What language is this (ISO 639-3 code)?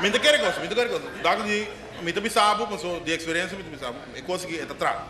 pap